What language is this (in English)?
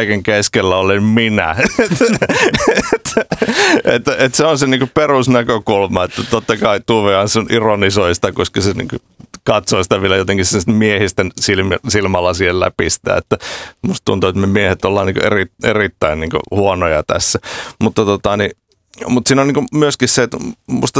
Finnish